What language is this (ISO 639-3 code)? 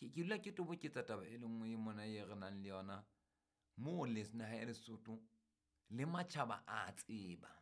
sot